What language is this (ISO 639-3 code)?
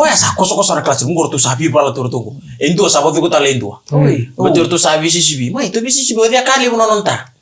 fij